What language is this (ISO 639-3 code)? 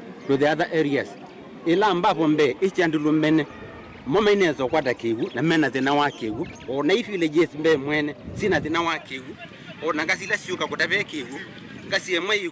kam